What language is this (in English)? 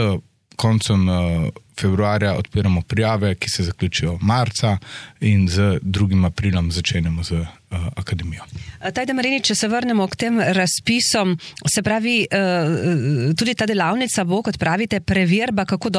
Slovenian